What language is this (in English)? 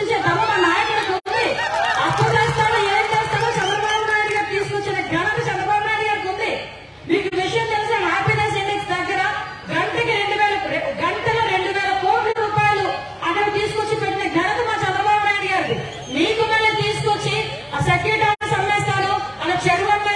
Telugu